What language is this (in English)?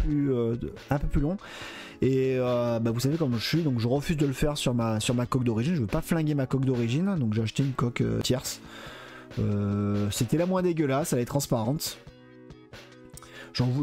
French